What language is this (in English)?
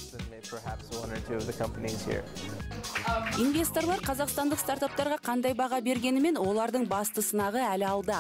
Kazakh